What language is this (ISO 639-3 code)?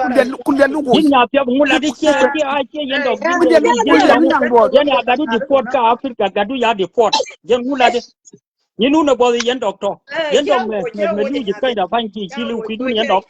nus